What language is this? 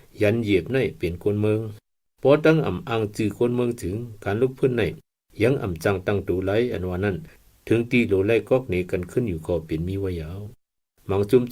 Shan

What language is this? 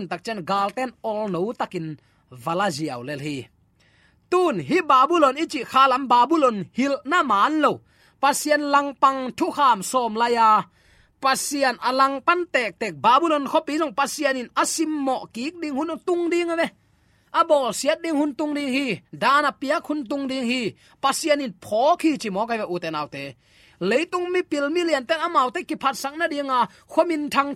Tedim Chin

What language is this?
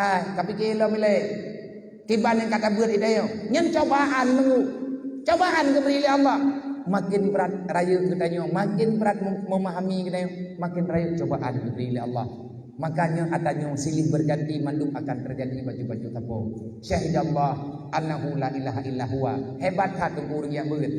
Achinese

